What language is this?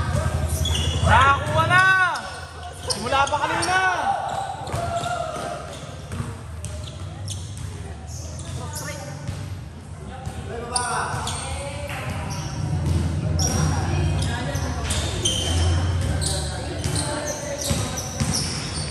Filipino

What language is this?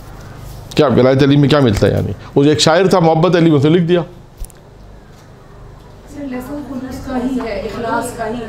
Urdu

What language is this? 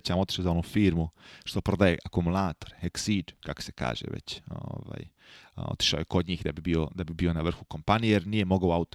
Croatian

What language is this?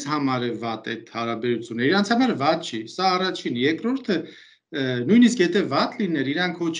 Armenian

